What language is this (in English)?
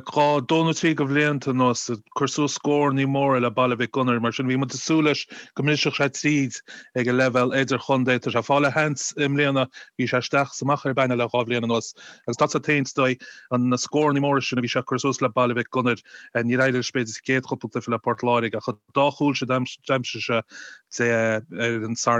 Irish